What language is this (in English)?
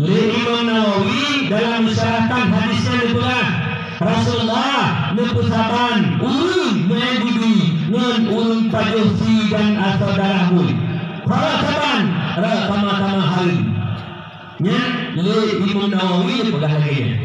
Achinese